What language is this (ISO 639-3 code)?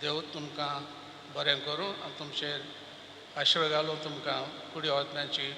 kok